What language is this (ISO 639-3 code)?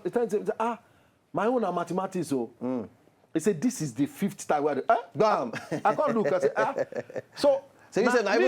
pcm